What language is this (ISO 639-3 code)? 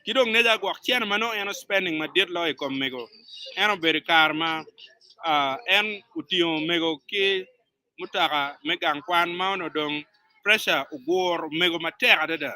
ach